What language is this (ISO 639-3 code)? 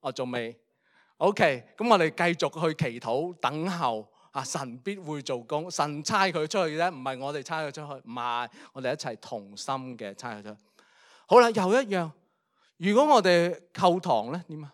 yue